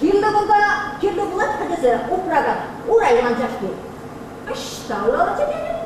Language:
Chuvash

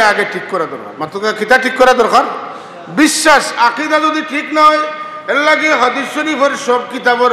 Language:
Sylheti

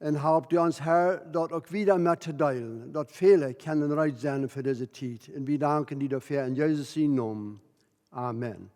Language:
Plautdietsch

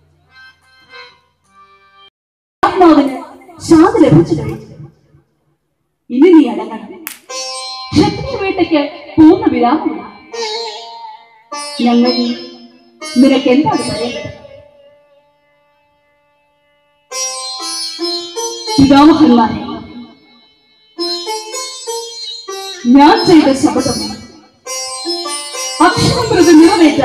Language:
Malayalam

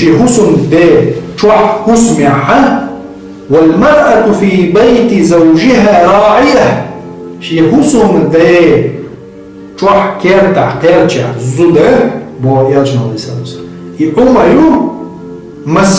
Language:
Chechen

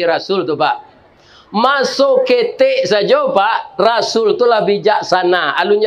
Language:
Minangkabau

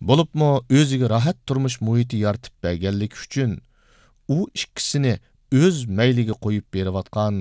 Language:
Uyghur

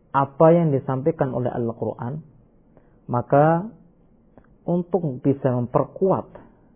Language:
Indonesian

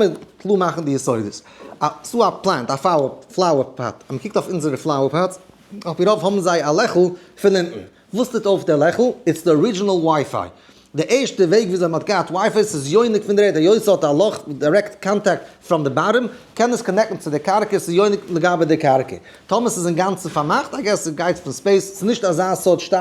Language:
Yiddish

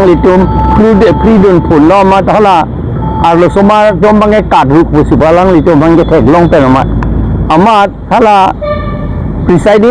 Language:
Karbi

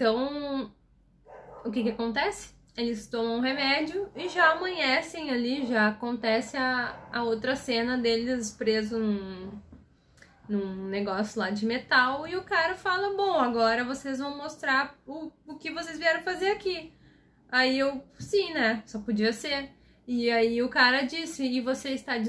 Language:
Portuguese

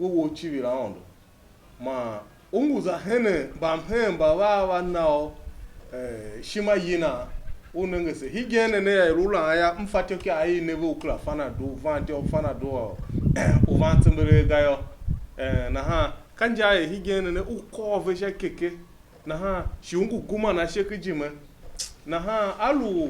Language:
Tiv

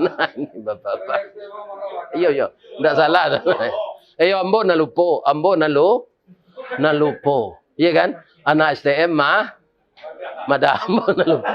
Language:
Minangkabau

